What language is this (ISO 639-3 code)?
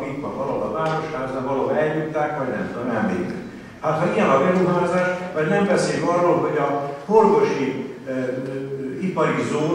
hun